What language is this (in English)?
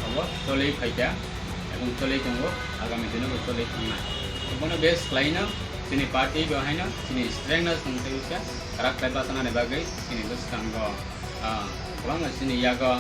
Riang (India)